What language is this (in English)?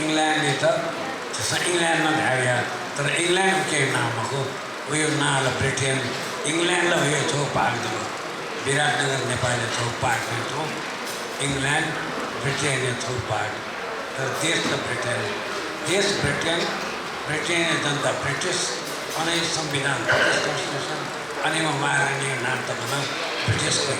Newari